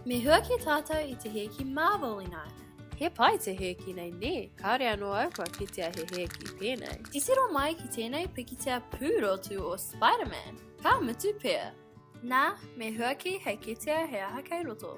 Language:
Māori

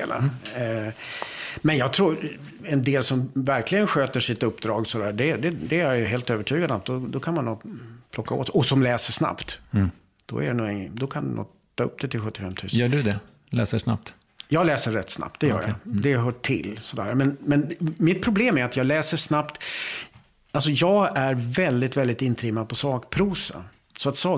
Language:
Swedish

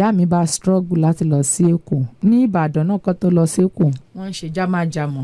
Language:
Yoruba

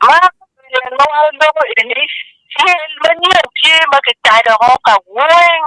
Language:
Acoli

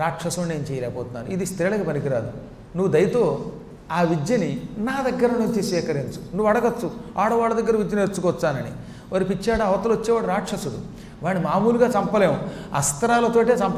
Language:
Telugu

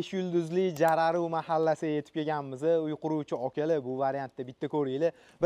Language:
Uzbek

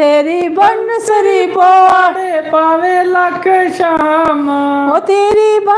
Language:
Dogri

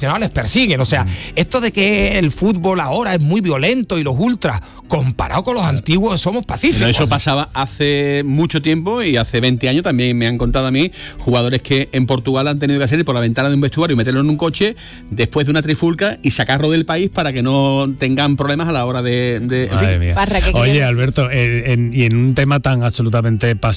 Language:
Spanish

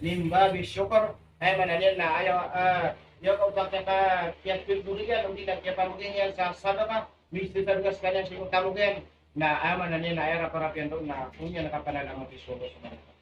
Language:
Maranao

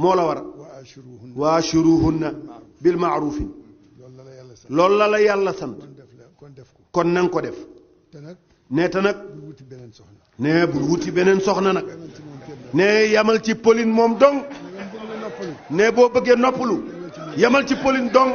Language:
Wolof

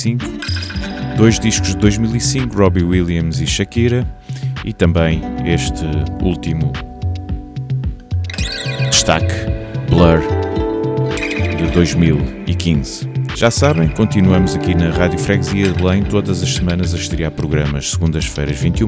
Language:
Portuguese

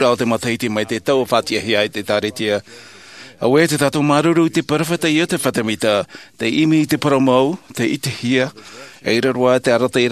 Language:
Tahitian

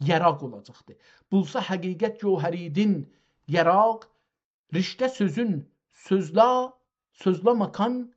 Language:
South Azerbaijani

